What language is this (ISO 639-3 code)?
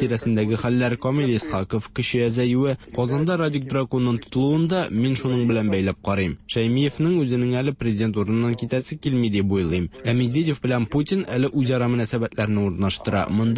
tat